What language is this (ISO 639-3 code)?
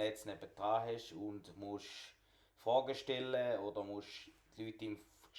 gsw